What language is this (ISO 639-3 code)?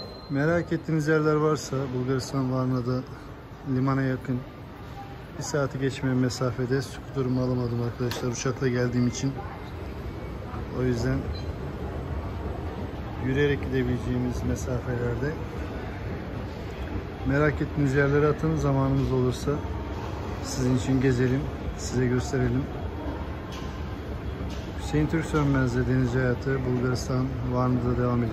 tur